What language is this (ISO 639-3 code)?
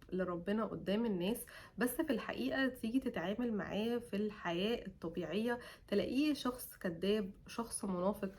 arz